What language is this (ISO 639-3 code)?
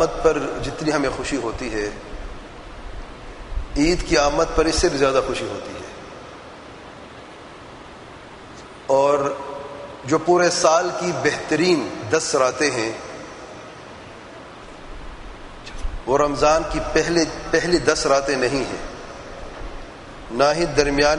urd